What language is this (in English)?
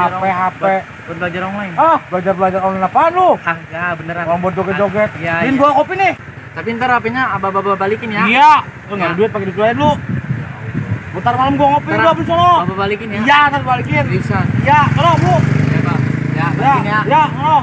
Betawi